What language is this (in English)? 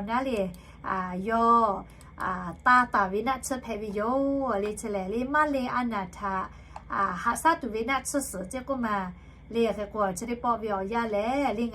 Lahu